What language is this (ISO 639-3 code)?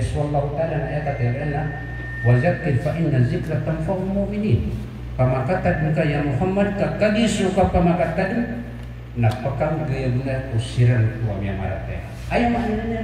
mrw